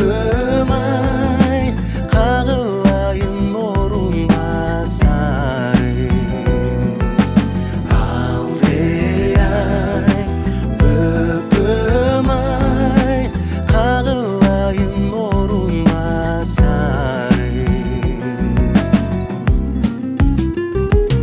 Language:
Kazakh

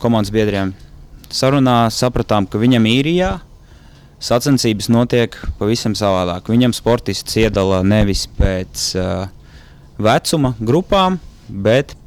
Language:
Latvian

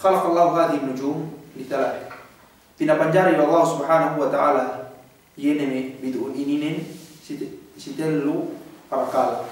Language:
Yakan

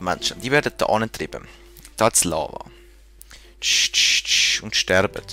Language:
Swiss German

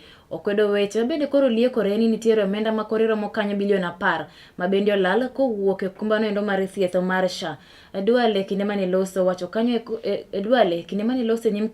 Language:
Luo (Kenya and Tanzania)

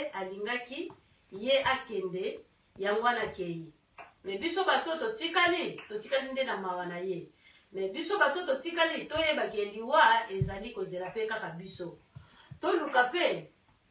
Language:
Lingala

